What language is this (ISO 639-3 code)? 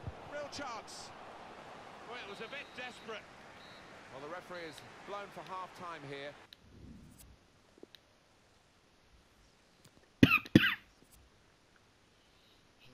eng